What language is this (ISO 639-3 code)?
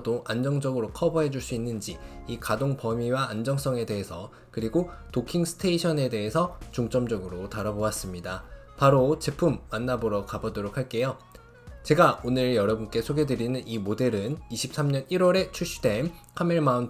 kor